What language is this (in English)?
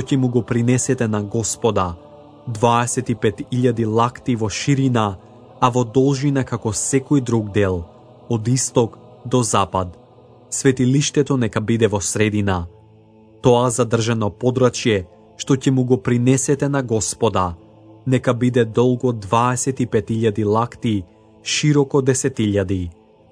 Macedonian